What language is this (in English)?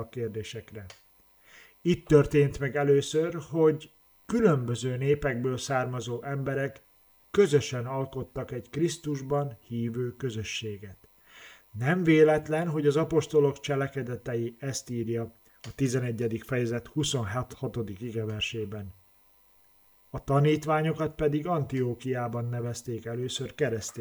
Hungarian